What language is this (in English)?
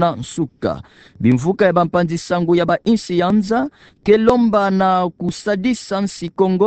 Kituba (Democratic Republic of Congo)